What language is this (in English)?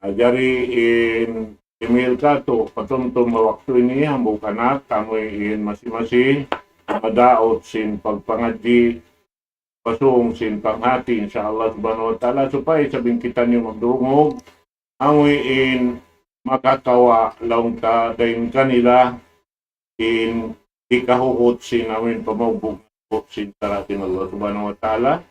Tausug